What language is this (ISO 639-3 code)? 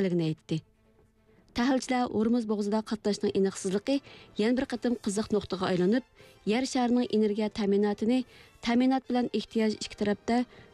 uig